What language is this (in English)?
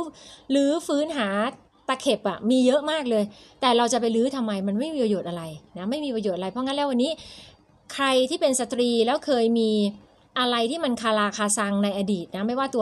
Thai